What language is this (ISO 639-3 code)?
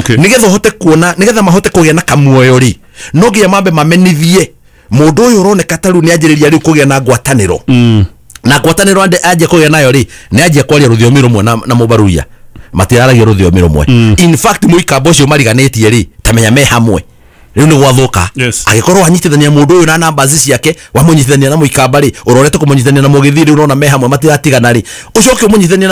kik